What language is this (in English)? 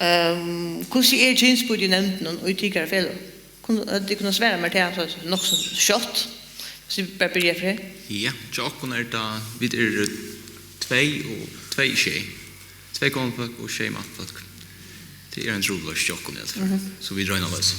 Faroese